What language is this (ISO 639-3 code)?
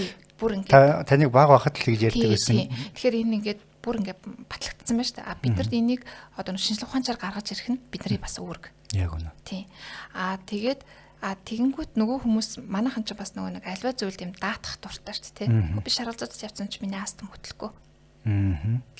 mon